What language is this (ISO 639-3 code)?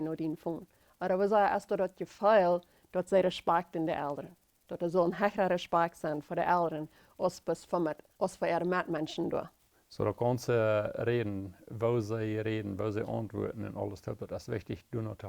pdt